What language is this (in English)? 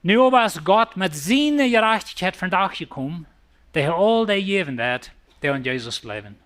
Plautdietsch